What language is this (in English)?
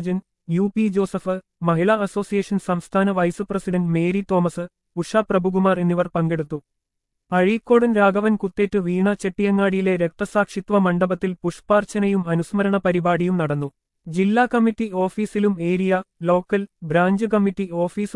Malayalam